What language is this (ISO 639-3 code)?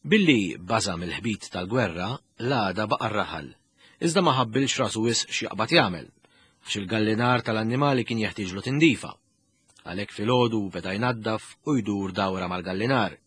mlt